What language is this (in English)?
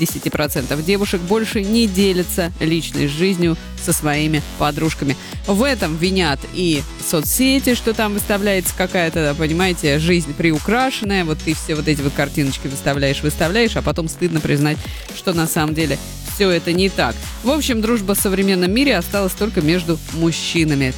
Russian